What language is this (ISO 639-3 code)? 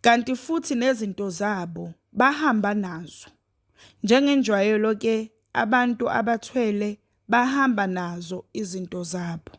zul